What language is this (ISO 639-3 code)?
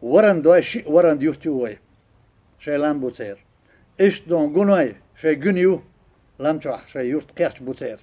che